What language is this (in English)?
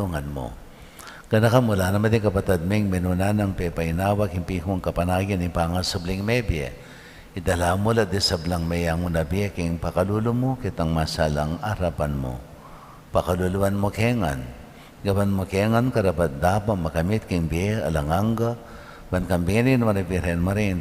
Pampanga